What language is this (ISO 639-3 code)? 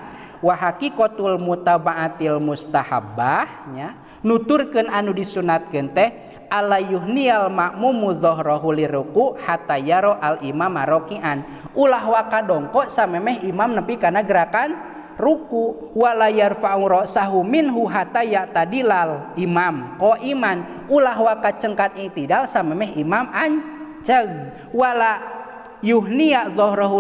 sun